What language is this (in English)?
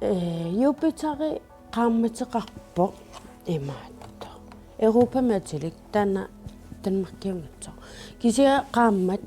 Kalaallisut